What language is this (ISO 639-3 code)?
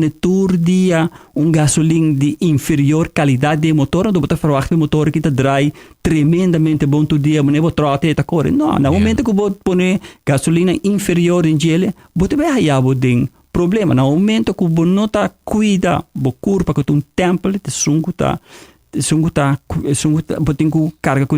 pap